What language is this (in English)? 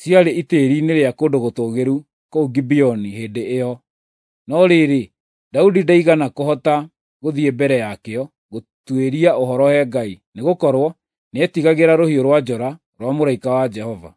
Kikuyu